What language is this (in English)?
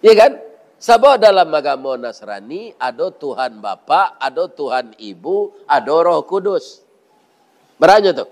Minangkabau